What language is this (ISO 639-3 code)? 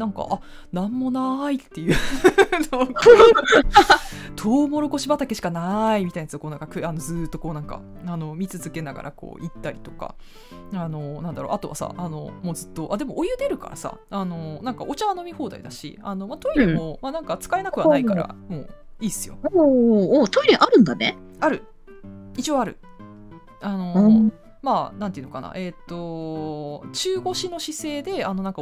jpn